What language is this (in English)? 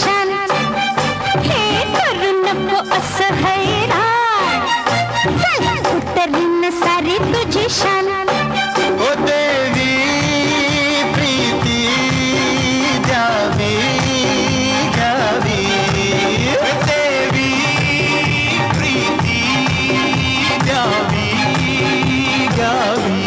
Marathi